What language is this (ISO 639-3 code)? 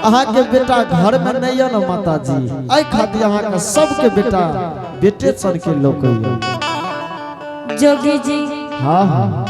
anp